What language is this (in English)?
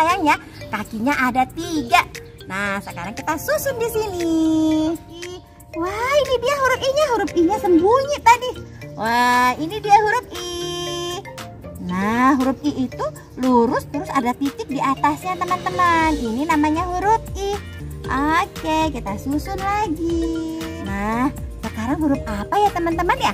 Indonesian